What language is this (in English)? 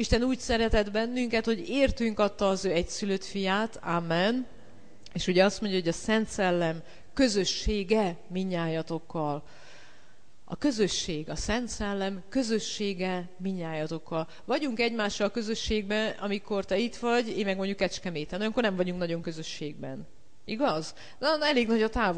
Hungarian